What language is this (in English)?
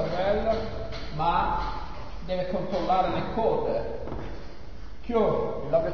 Italian